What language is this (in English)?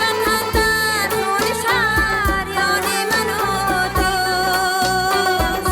Tajik